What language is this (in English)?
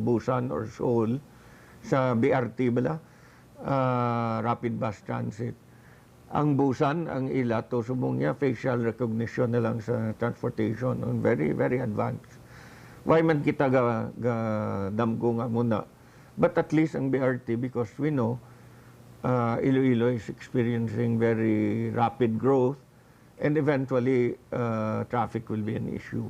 Hiligaynon